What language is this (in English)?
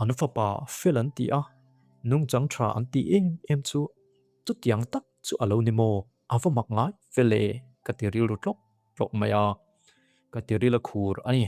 Mizo